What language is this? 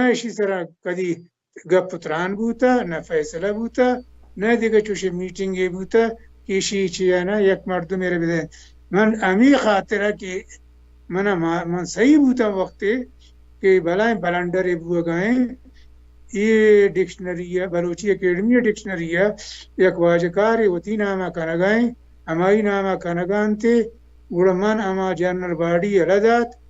Baluchi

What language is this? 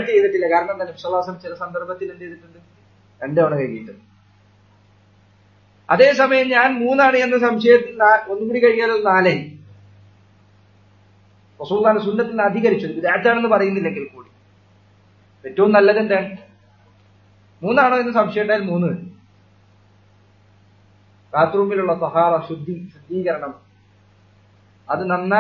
Malayalam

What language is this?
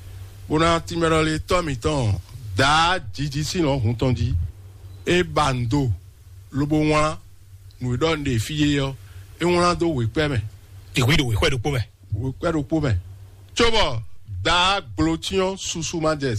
Fon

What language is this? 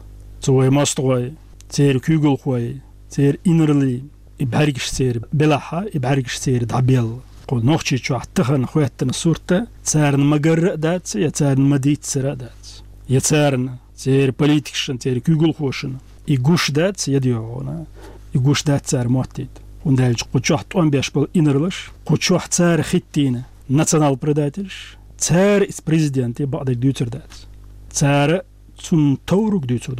Chechen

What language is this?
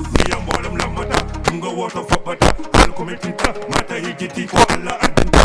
Fula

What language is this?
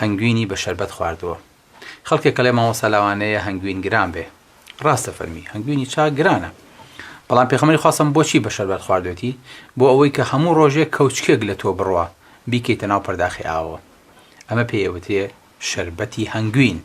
Central Kurdish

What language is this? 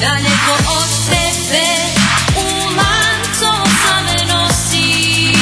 Rusyn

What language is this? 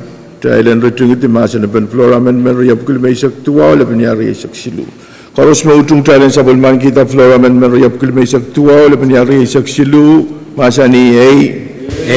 Pohnpeian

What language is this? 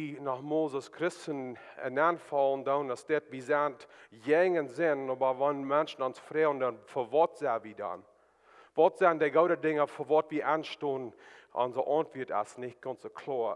Plautdietsch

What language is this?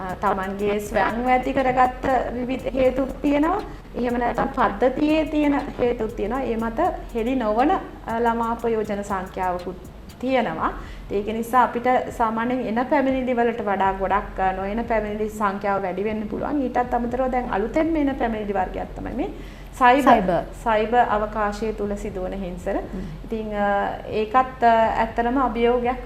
Sinhala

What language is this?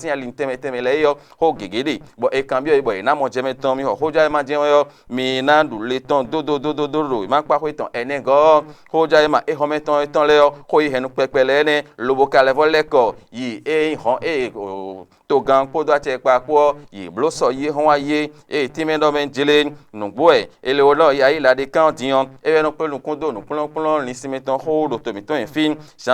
Fon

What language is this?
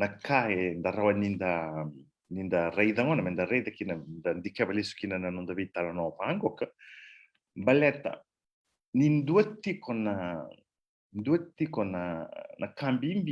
Fijian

